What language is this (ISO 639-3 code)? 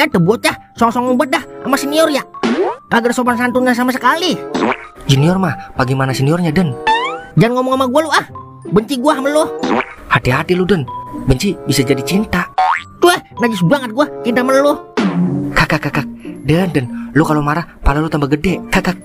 bew